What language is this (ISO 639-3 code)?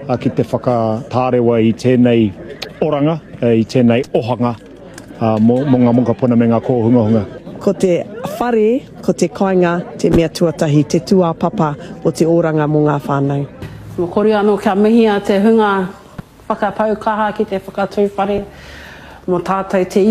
mri